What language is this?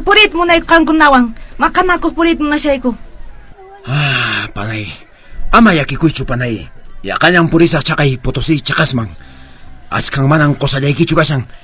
Quechua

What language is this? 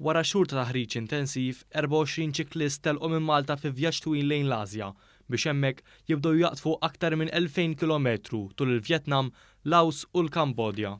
Maltese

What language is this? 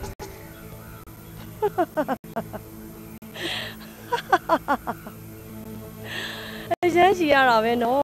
Burmese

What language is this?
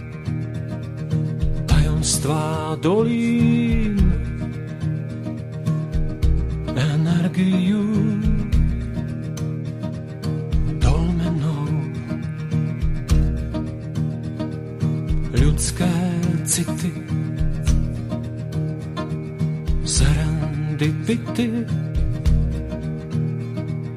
Czech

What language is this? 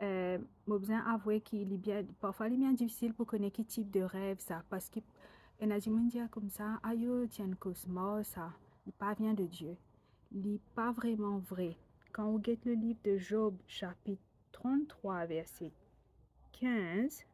Morisyen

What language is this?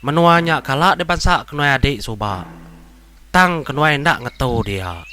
Iban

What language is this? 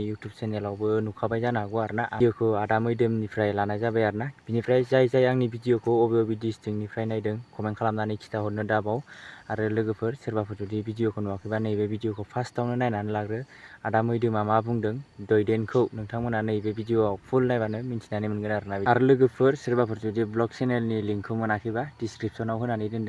Bodo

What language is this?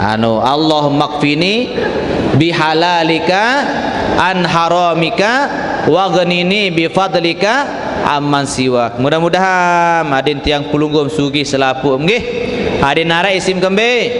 Sasak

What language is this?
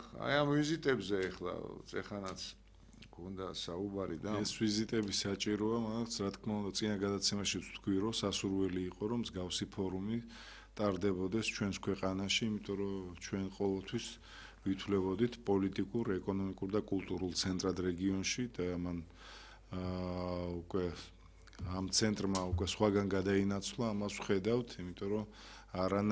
Georgian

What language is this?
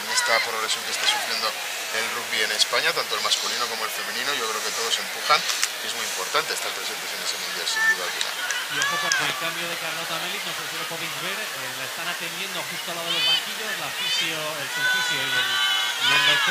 Spanish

